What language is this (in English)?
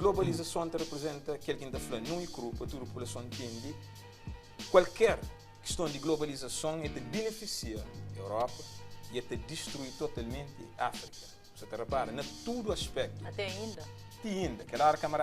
Kabuverdianu